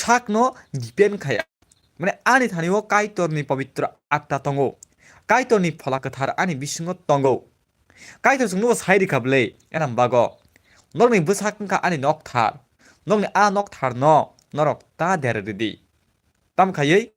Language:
Kok Borok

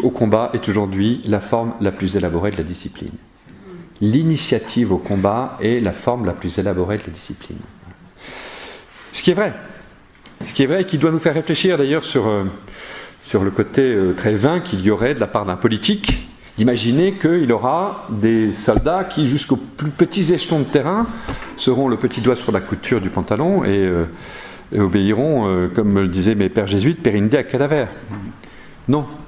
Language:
French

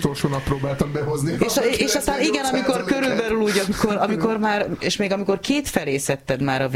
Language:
Hungarian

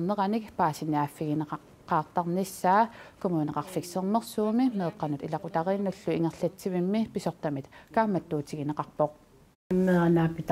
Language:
Kalaallisut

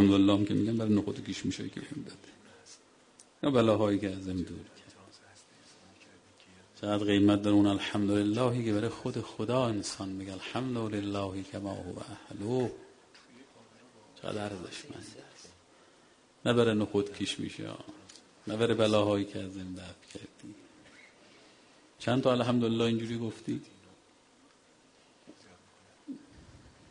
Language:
Persian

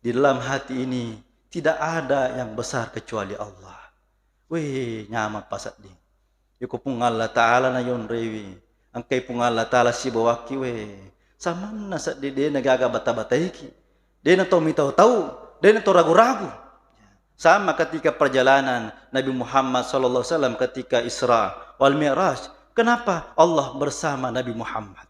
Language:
Buginese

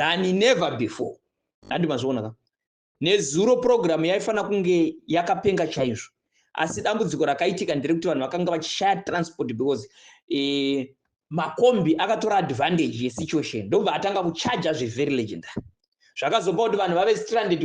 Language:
Shona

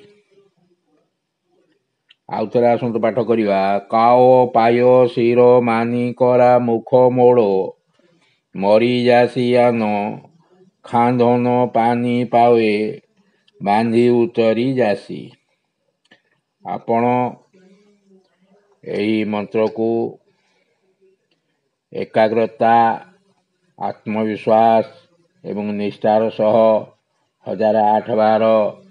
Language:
Odia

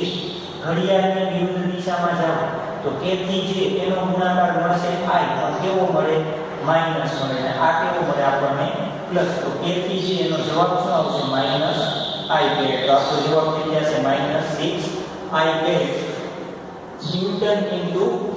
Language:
Gujarati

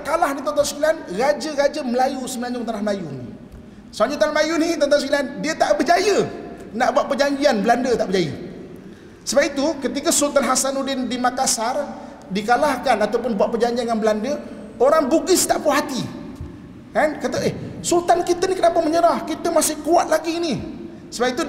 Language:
Malay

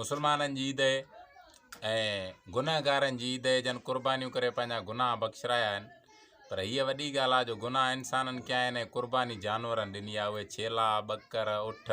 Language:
Sindhi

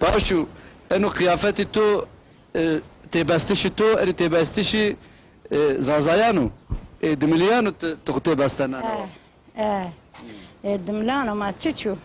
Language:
Zaza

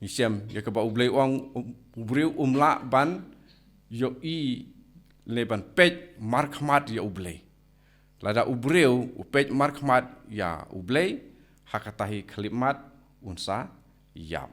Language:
Khasi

